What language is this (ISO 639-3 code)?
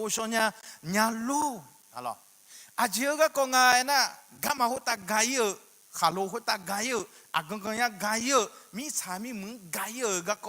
ahk